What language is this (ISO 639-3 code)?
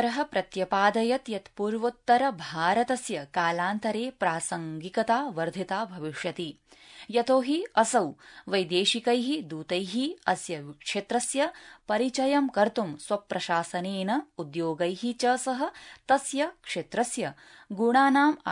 san